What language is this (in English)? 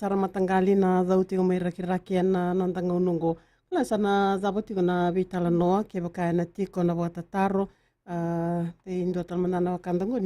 Fijian